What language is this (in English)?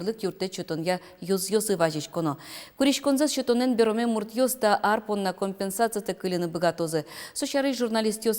Udmurt